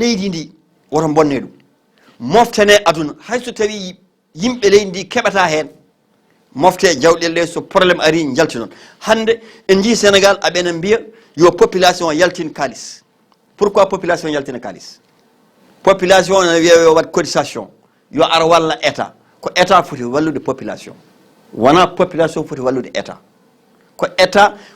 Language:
Fula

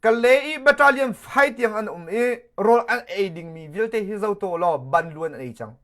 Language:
Hakha Chin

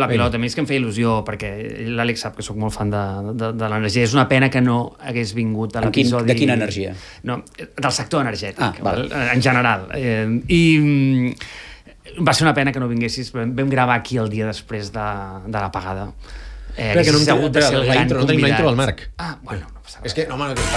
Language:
Catalan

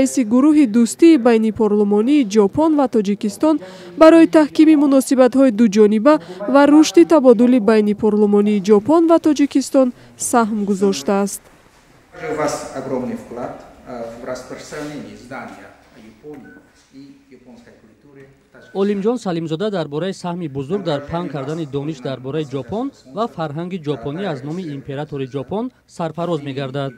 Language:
Tajik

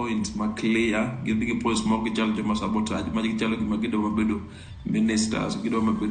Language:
Luo (Kenya and Tanzania)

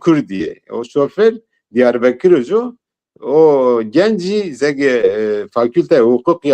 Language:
Zaza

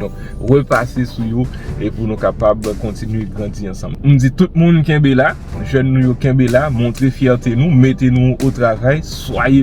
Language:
Haitian Creole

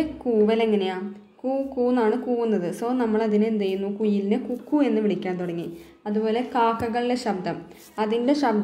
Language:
Malayalam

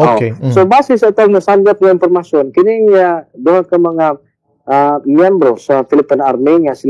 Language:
Cebuano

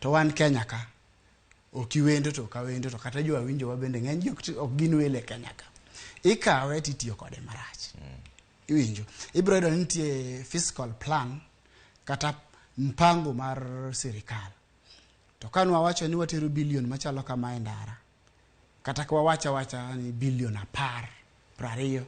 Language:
Luo (Kenya and Tanzania)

